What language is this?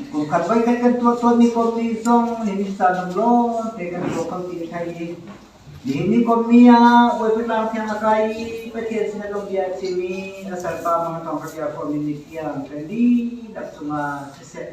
Hakha Chin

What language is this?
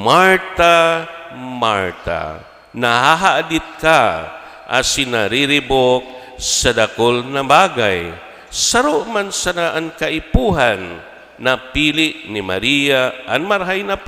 Bikol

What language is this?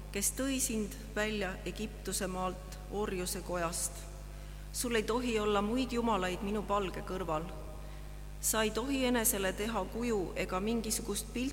Estonian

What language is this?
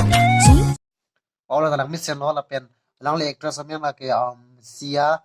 Karbi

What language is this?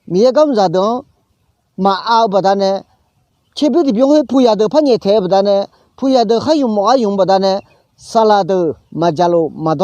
Akha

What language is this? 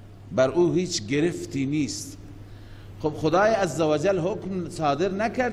Persian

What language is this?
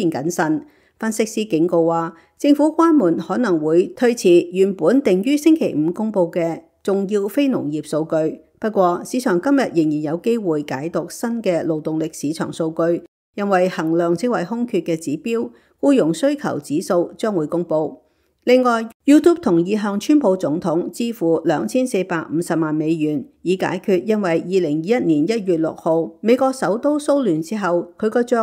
Cantonese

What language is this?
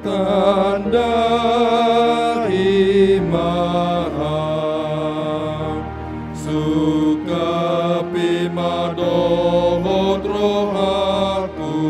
Batak Toba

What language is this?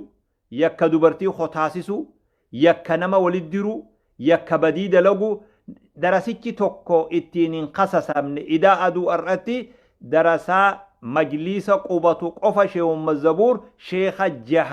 Oromo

